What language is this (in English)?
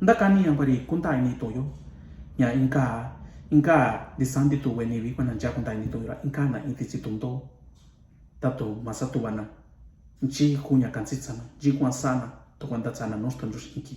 Mixtepec Mixtec